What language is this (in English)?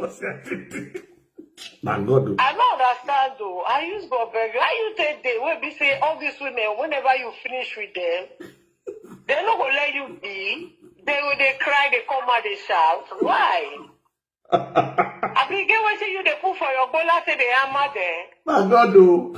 Nigerian Pidgin